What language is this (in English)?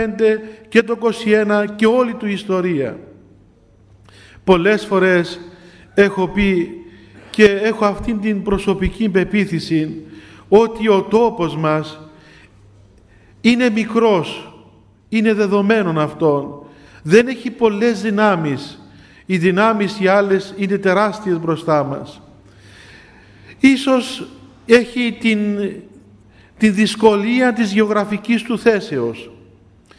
Greek